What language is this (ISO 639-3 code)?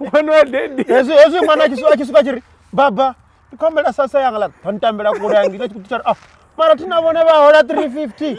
ven